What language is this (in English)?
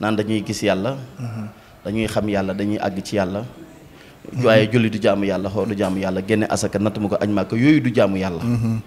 Wolof